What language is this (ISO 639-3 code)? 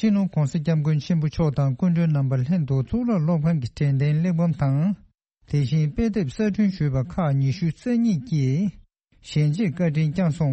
bod